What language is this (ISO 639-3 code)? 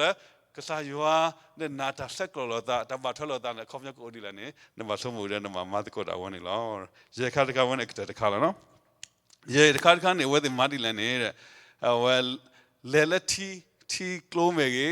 ksw